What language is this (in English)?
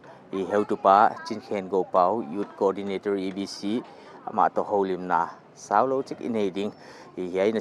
Paite Chin